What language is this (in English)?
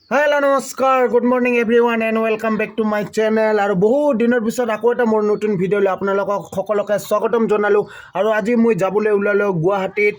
Assamese